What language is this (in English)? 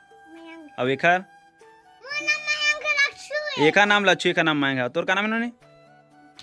Chhattisgarhi